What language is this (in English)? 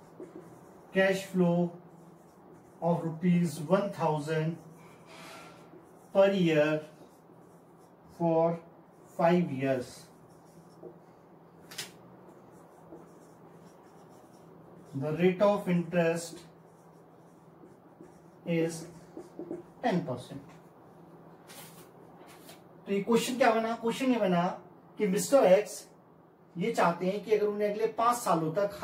Hindi